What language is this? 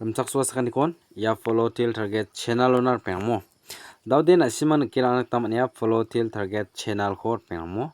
Garo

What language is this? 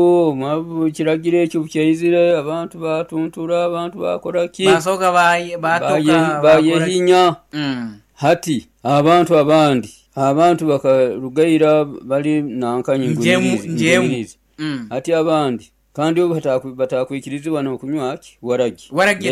Nyoro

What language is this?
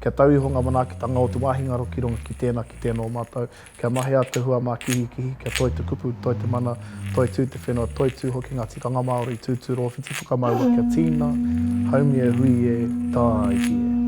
Māori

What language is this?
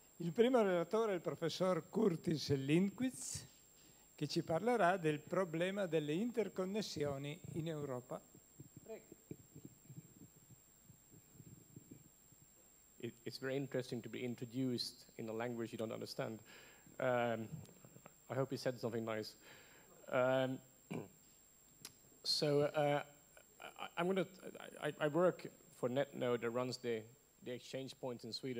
Italian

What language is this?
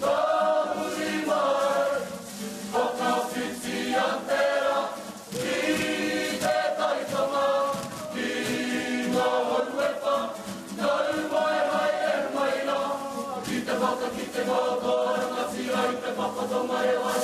Māori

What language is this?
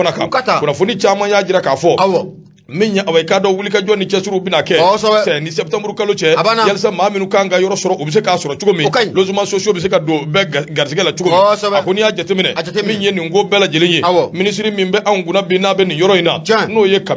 Bambara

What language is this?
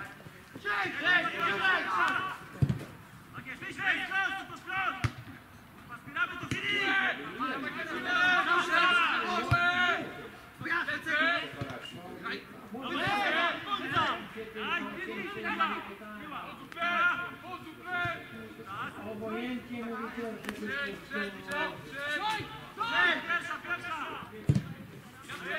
Polish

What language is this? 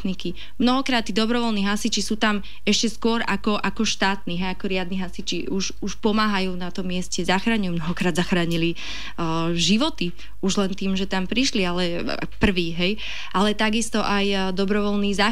Slovak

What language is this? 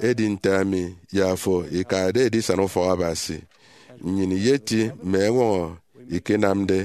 Efik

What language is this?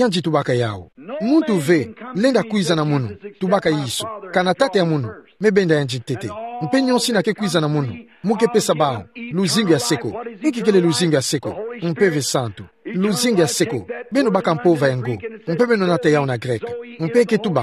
Kituba (Democratic Republic of Congo)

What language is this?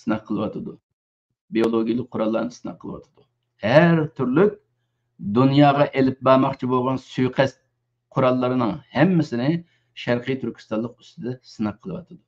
Uyghur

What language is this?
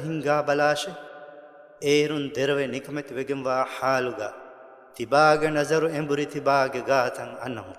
Divehi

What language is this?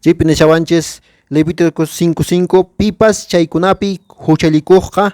Quechua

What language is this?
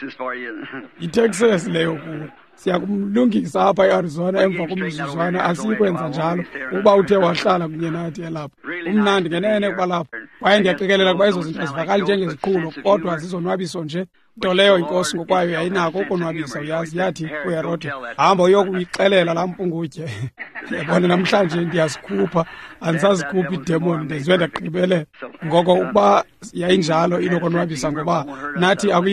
Xhosa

